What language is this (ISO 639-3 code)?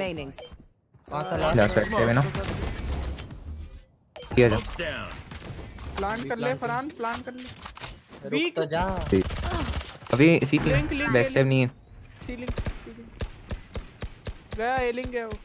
hin